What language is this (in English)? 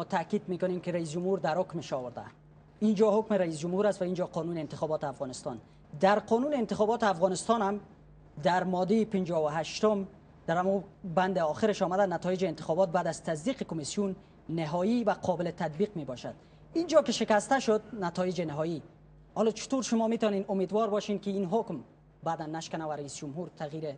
Persian